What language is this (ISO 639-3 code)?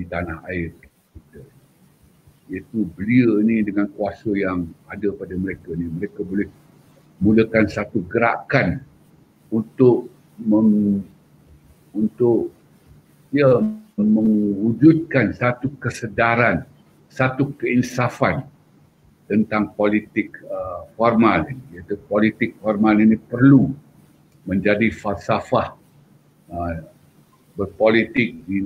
msa